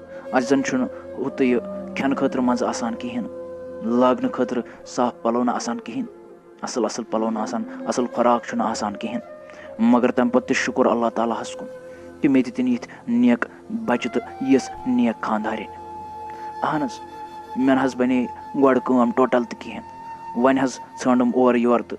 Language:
Kashmiri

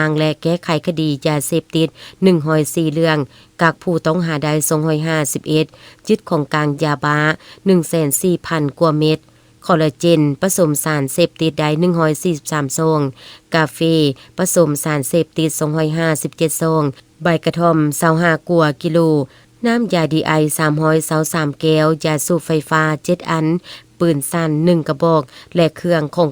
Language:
Lao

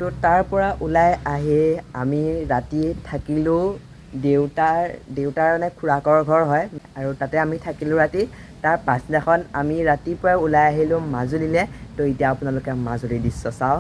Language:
Assamese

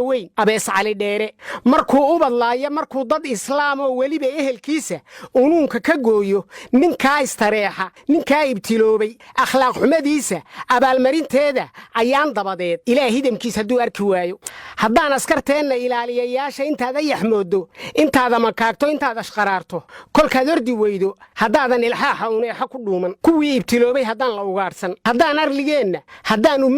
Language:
Somali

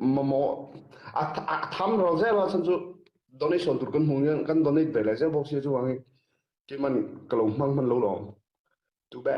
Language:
Mizo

